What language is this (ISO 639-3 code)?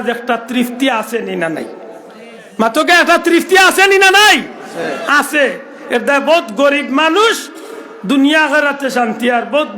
syl